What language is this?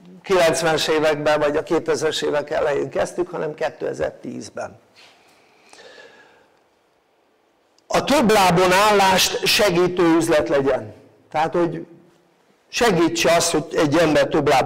Hungarian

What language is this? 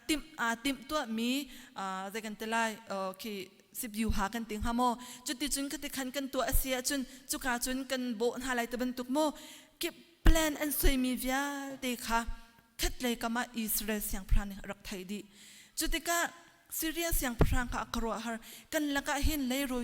Hakha Chin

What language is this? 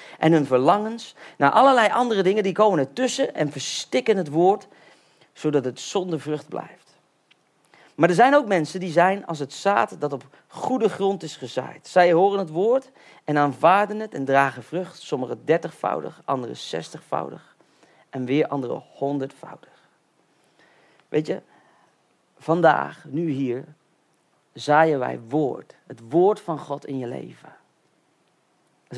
Dutch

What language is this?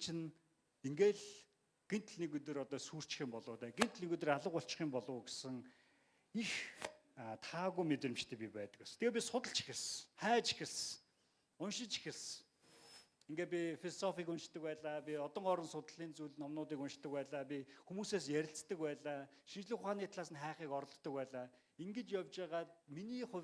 Mongolian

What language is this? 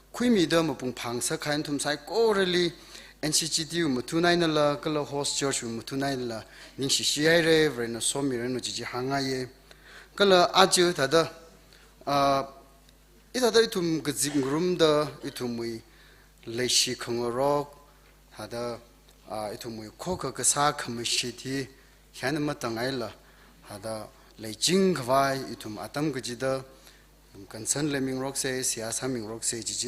Tangkhul Naga (India)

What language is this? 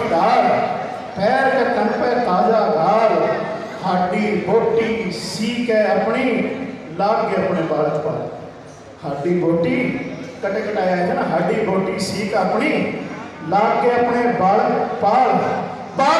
Haryanvi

